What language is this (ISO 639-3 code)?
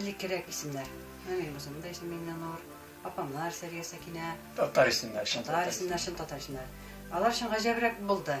tat